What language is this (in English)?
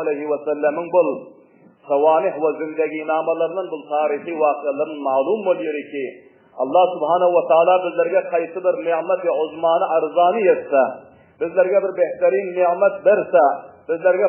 Turkmen